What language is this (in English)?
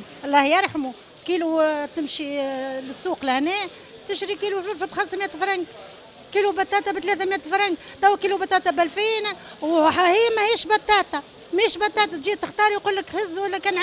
Tunisian Arabic